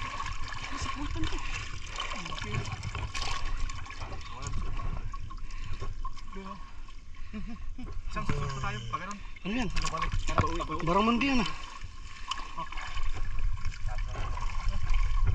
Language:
Filipino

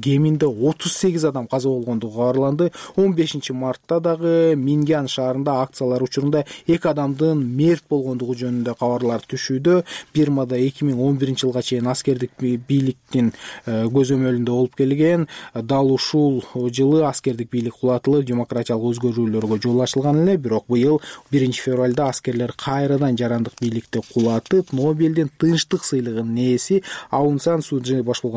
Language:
Kyrgyz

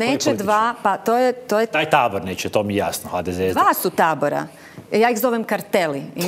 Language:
Croatian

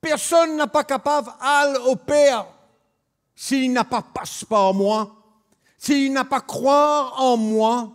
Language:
Morisyen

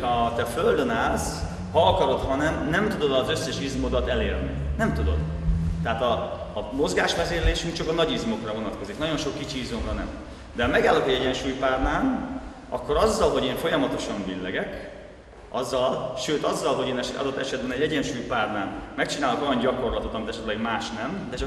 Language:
Hungarian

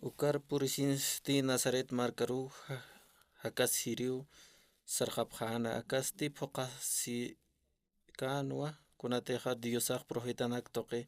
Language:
Aymara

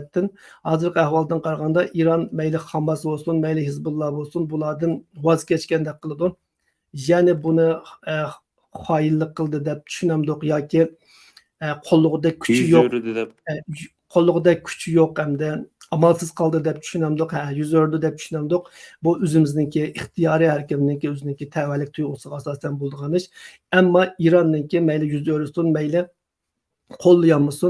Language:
Uyghur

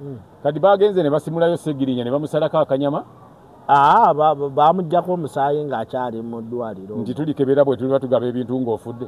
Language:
Ganda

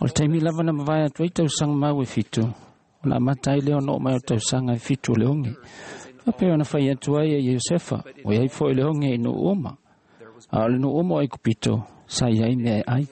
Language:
Samoan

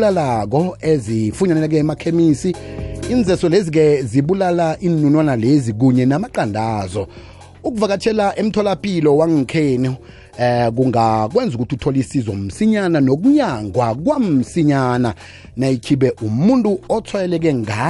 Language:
South Ndebele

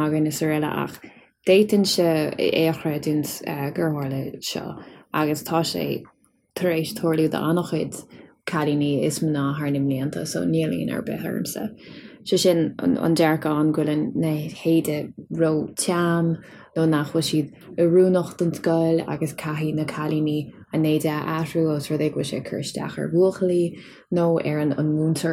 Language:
Irish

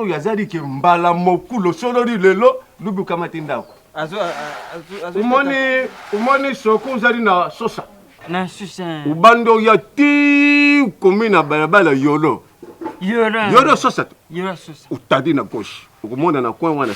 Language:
Lingala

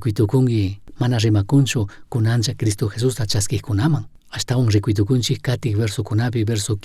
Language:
Chimborazo Highland Quichua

